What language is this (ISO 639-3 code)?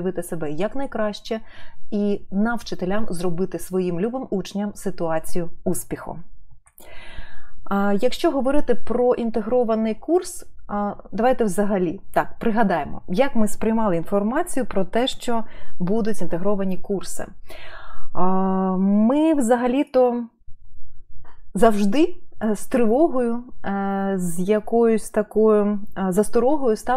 ukr